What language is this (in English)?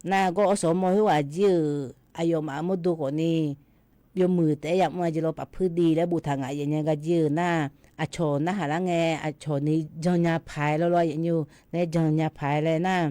Akha